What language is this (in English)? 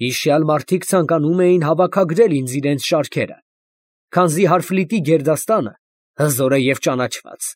Armenian